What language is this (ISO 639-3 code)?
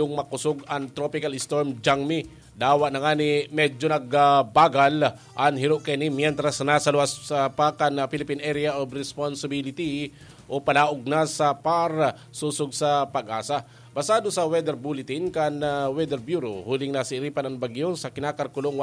bik